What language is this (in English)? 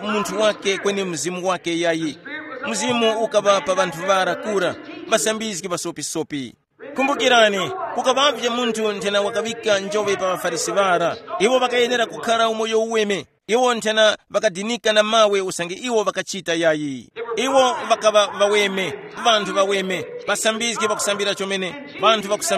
Tumbuka